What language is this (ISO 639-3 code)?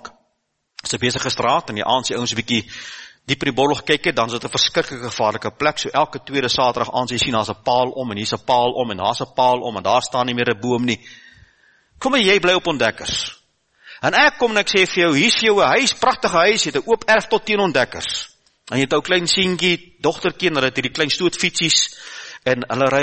afr